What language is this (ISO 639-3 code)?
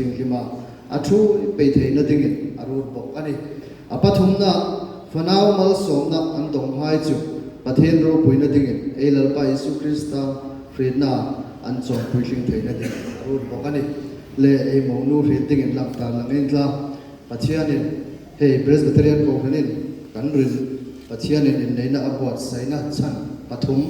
hmr